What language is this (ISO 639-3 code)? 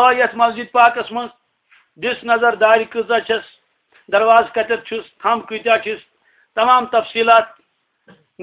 kas